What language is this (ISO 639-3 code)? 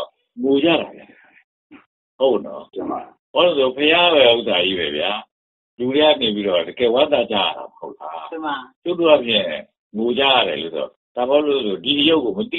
mya